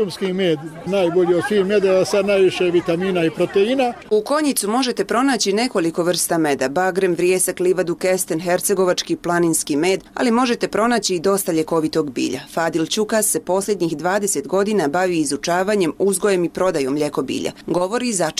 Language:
Bosnian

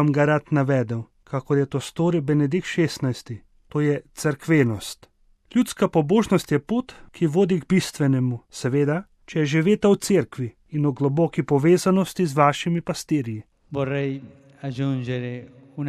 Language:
Slovenian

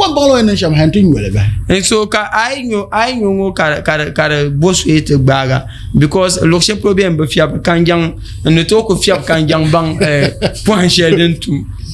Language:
Dagbani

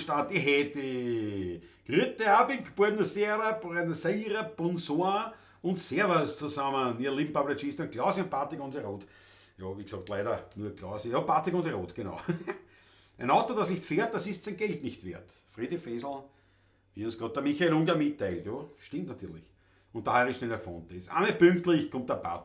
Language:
Bavarian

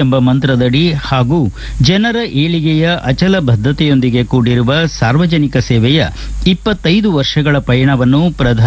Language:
Kannada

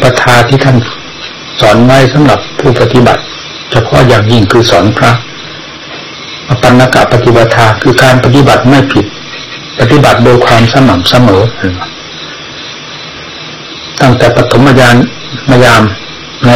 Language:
Thai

